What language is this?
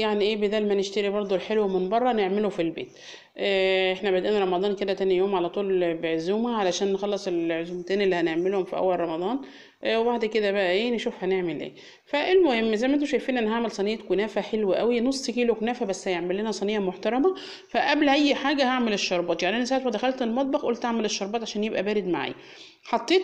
Egyptian Arabic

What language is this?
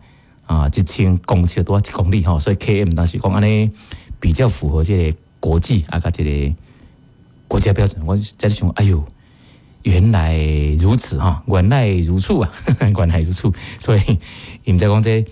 Min Nan Chinese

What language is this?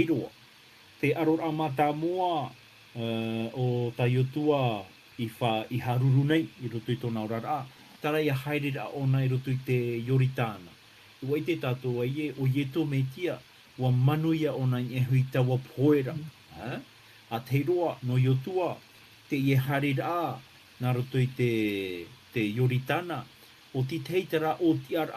Tahitian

